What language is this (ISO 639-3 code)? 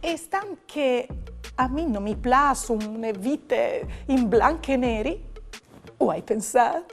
fur